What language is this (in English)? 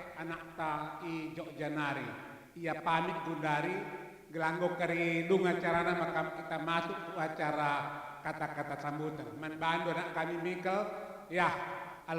Batak Karo